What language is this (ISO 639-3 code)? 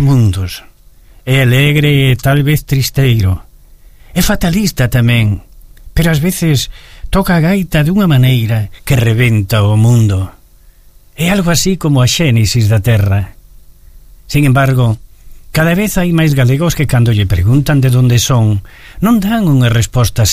glg